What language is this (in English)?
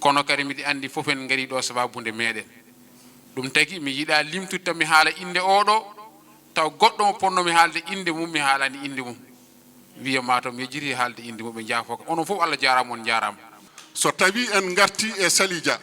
Fula